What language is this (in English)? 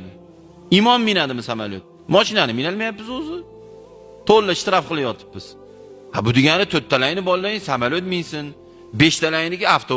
Uzbek